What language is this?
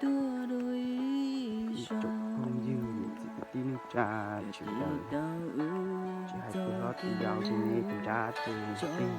Hmong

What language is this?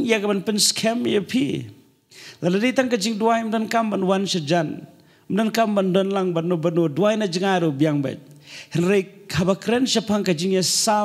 Khasi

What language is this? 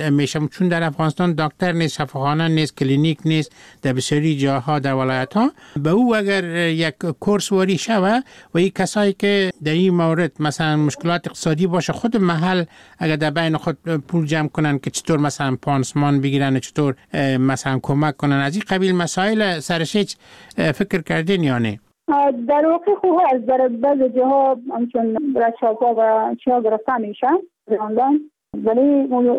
Persian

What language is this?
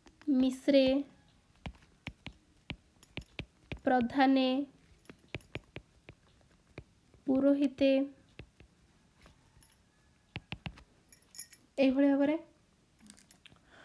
Odia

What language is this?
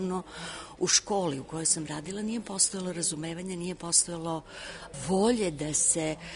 Serbian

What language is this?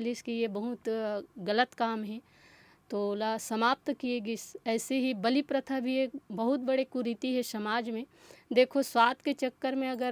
Chhattisgarhi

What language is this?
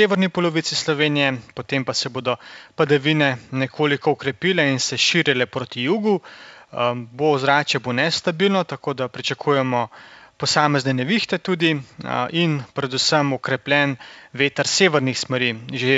Slovenian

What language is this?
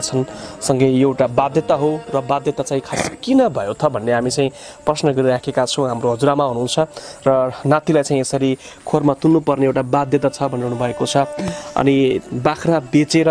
Nepali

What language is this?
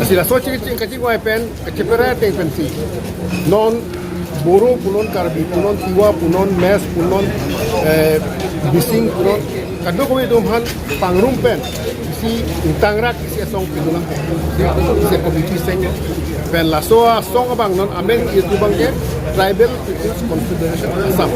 Karbi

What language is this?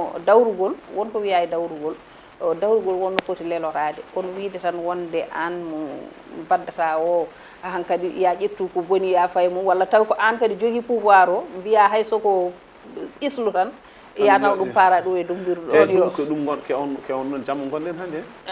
Fula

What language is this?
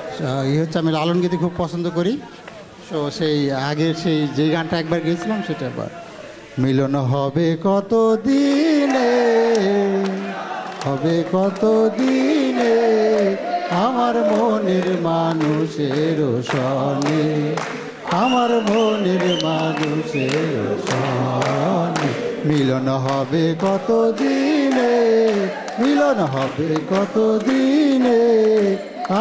Bangla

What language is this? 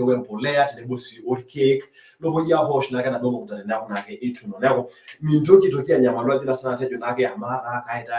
Masai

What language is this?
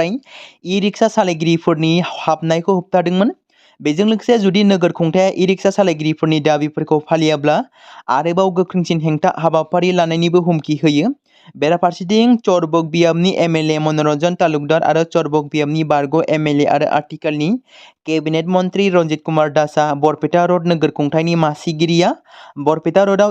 Bodo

